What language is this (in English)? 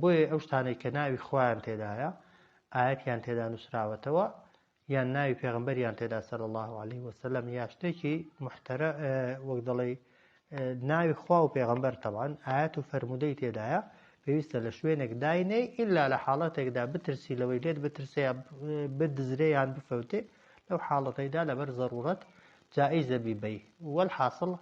Central Kurdish